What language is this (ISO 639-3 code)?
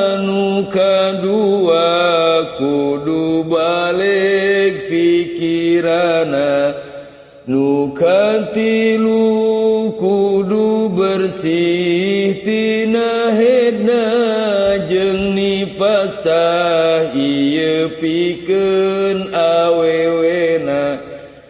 sun